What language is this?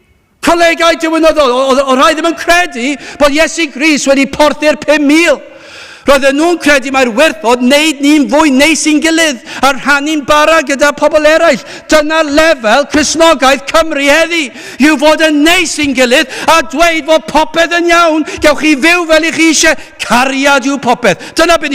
Welsh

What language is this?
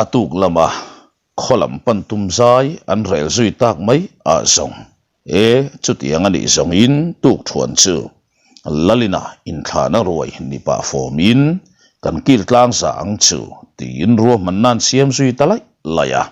Mizo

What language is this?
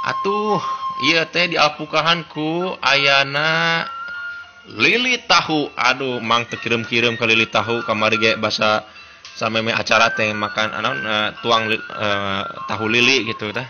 Sundanese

